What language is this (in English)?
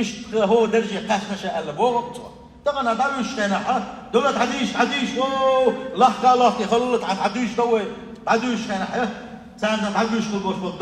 Chechen